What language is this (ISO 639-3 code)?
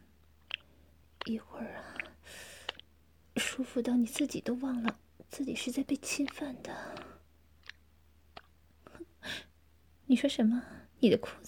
zho